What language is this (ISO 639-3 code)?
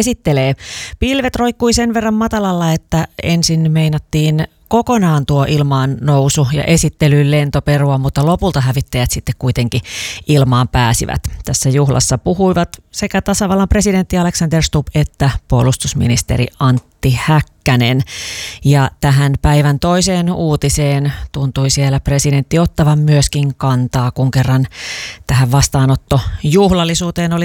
fin